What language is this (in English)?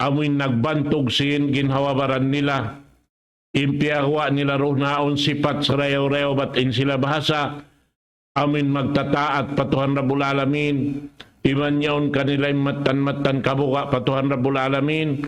Tausug